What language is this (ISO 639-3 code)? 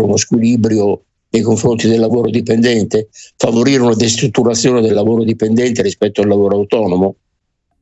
ita